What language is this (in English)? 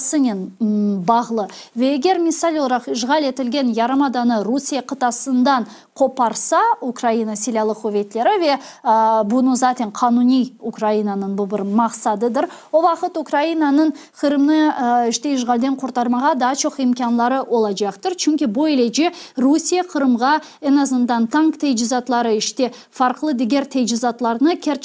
Crimean Tatar